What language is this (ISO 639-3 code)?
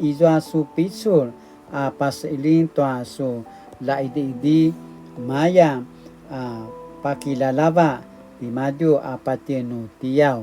pwn